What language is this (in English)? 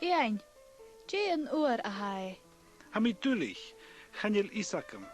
Scottish Gaelic